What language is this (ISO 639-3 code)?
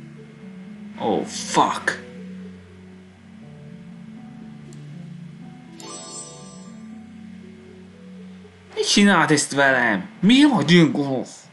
hun